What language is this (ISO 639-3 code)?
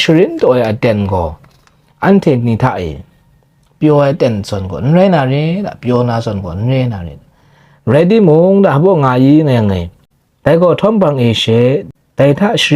kac